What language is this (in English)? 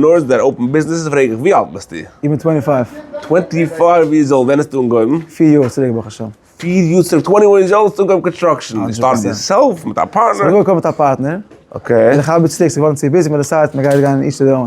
Yiddish